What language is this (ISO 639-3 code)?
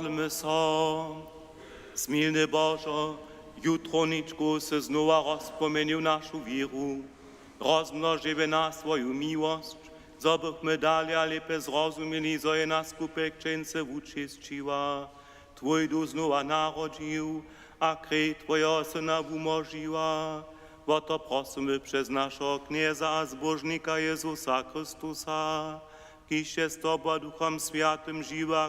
hsb